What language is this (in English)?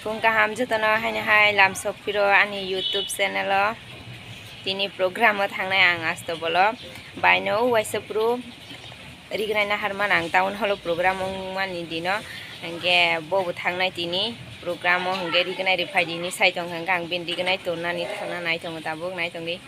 Kok Borok